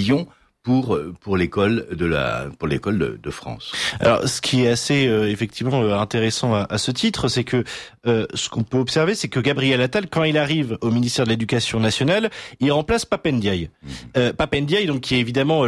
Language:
French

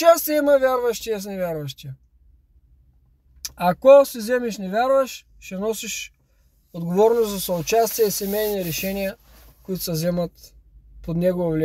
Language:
Bulgarian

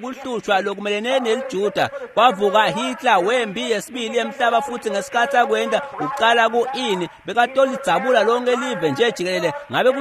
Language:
Swati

